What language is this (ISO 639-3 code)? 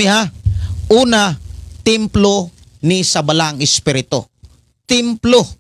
ceb